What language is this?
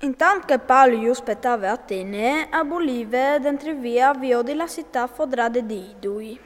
Friulian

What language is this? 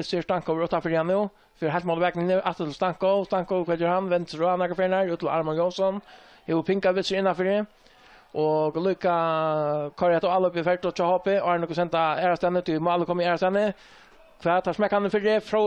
Faroese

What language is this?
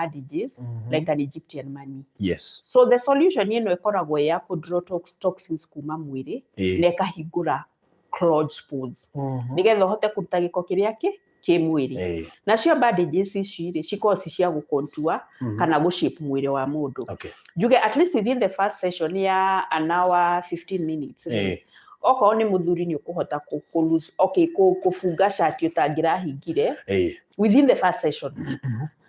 Kikuyu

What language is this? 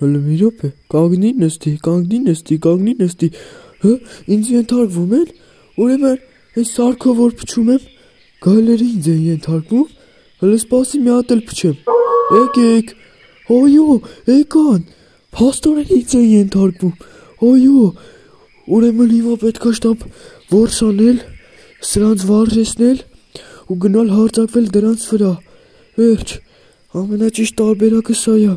Armenian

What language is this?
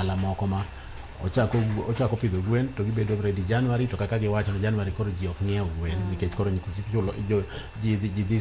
Luo (Kenya and Tanzania)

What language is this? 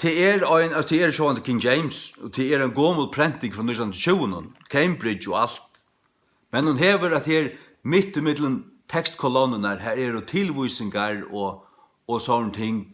Faroese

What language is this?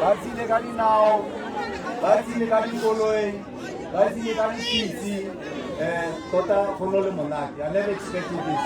Tswana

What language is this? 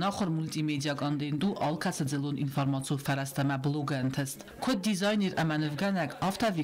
Ossetic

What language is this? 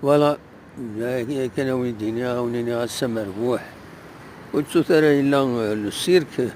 Kabyle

